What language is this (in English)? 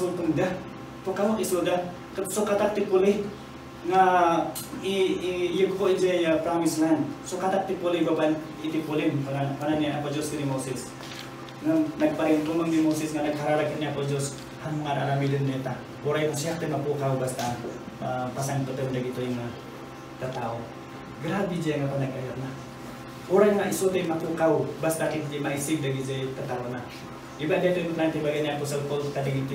Iloko